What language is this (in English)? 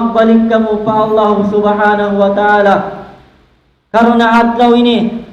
Tausug